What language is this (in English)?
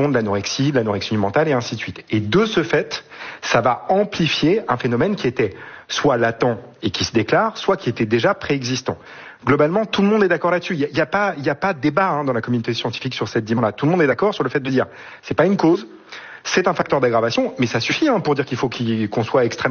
French